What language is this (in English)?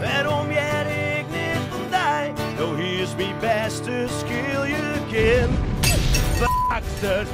Western Frisian